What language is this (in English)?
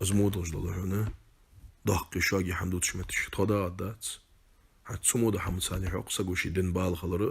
Ingush